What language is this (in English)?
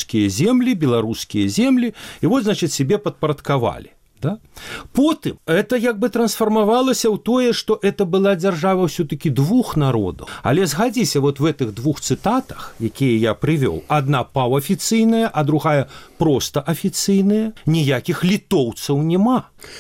Belarusian